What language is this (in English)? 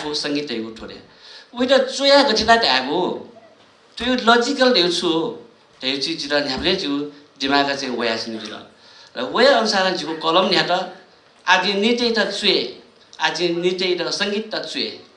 Newari